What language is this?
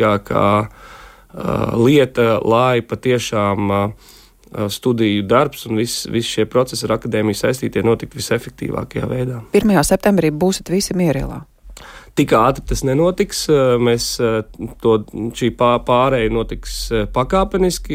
Latvian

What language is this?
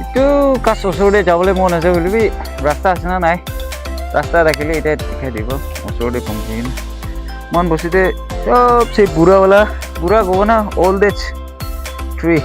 Naga Pidgin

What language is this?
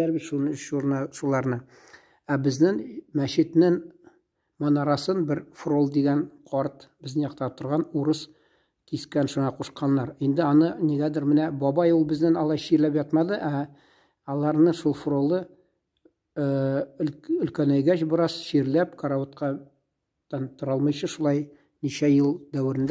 Tatar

